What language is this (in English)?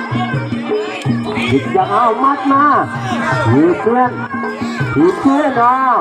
Lao